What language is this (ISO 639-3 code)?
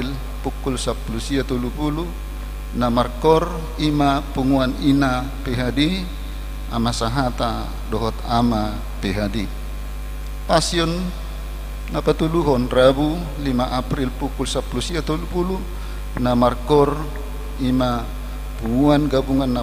bbc